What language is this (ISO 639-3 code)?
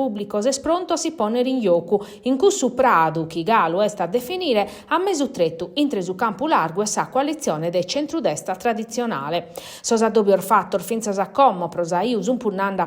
srd